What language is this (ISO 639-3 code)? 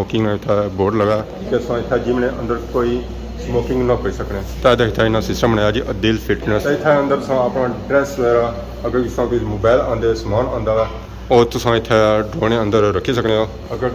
phr